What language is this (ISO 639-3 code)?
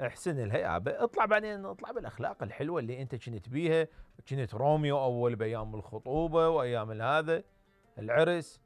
acm